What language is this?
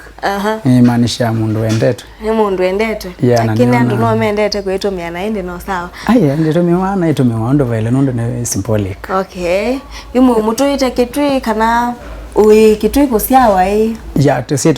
Kamba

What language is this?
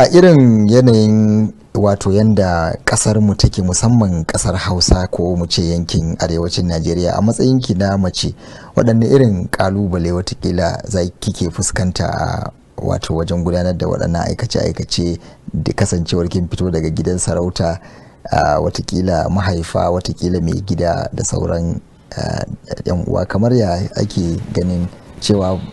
Hausa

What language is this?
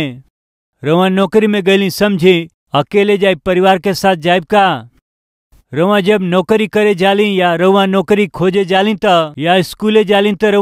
Bhojpuri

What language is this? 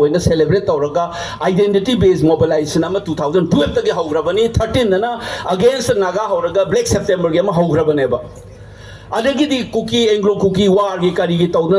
Manipuri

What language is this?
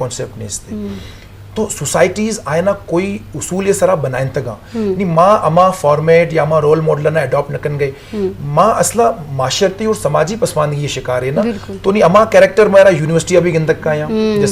Eastern Balochi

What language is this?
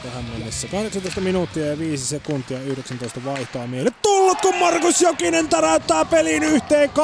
Finnish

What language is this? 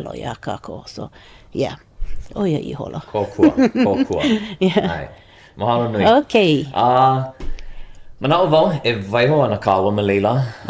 Hawaiian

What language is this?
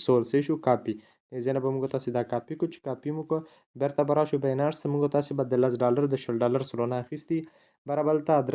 Pashto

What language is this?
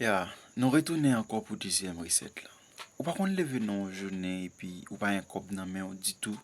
Haitian Creole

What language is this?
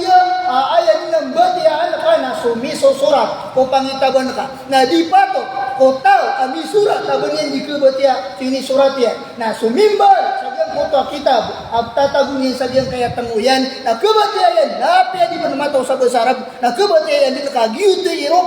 Maranao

